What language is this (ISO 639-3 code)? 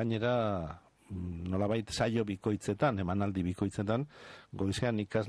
eus